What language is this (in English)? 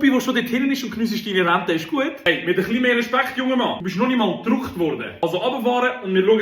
Swiss German